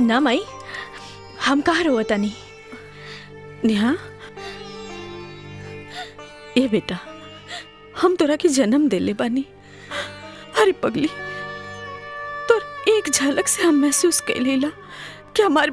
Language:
Bhojpuri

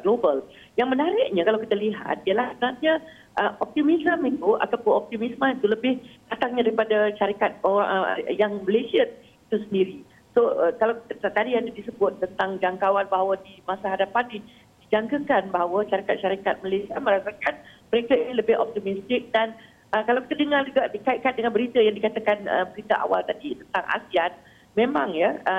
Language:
Malay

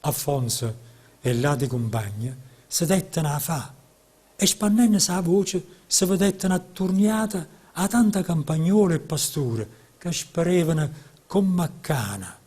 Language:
Neapolitan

